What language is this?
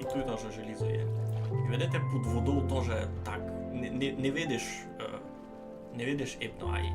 Rusyn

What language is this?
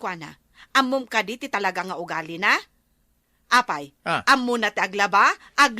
Iloko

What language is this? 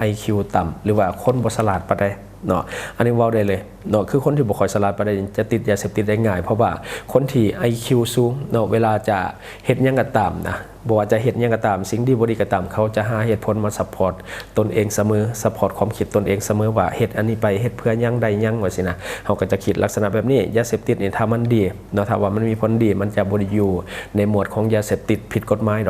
Lao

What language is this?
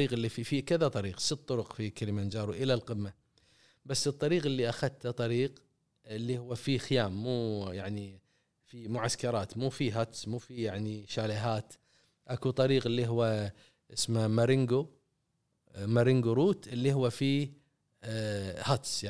Gulf Arabic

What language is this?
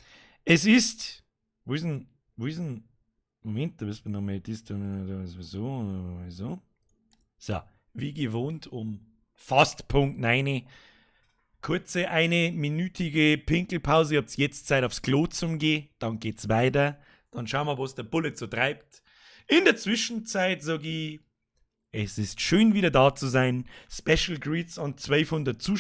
Bavarian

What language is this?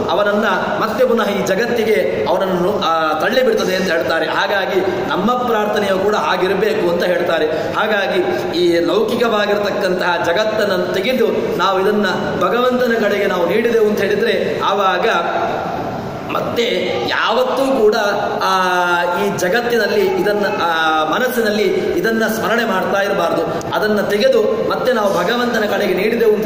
Kannada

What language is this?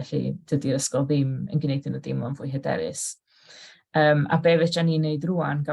Welsh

